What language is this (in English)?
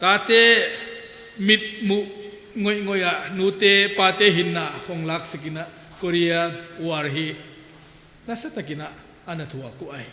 Paite Chin